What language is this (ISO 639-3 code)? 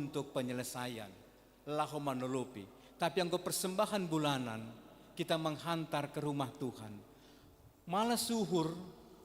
bts